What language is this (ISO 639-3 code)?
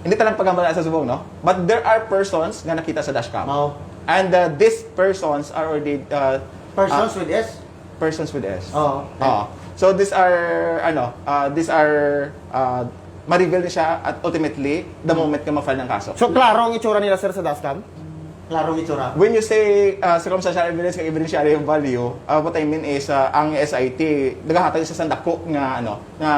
hil